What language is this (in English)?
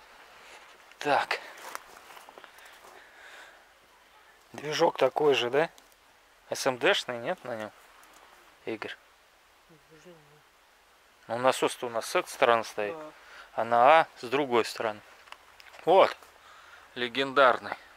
Russian